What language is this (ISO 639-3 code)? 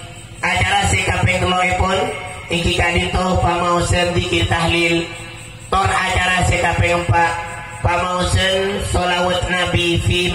mad